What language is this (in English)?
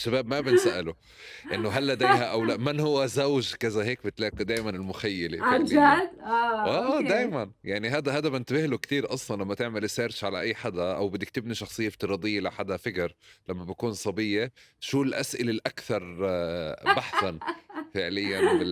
North Levantine Arabic